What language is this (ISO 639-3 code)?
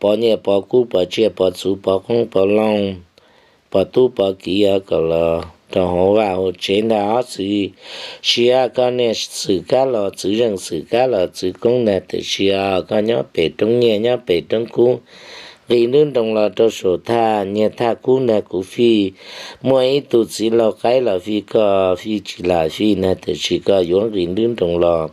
hmn